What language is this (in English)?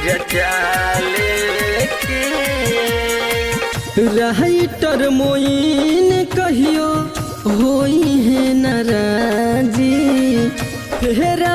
Bhojpuri